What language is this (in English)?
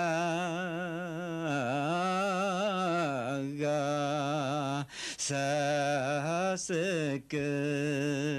Bashkir